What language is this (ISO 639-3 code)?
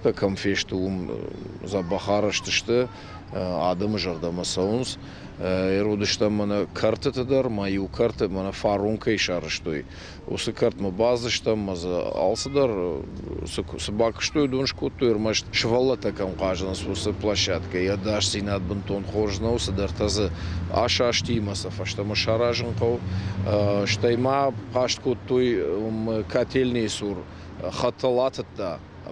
oss